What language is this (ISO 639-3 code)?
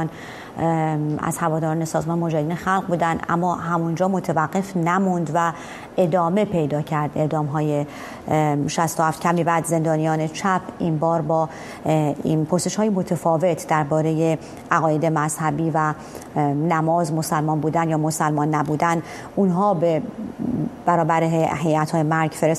fas